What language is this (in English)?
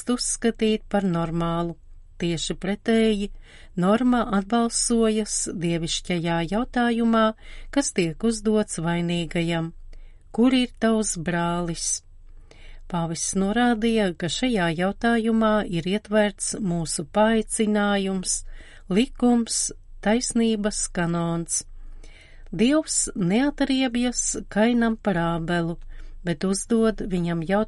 Latvian